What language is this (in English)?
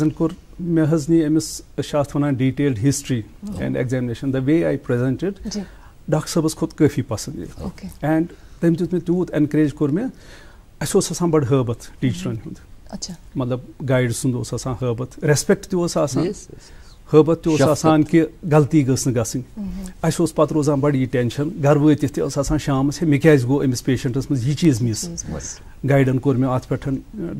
Kashmiri